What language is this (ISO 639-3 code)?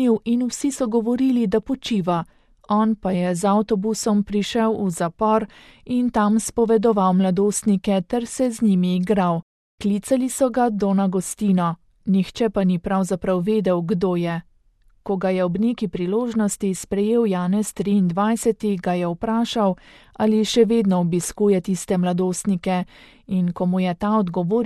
slv